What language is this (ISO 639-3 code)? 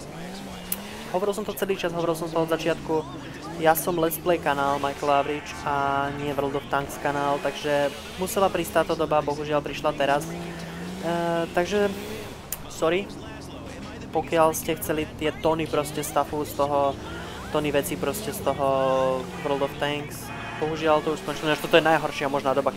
slk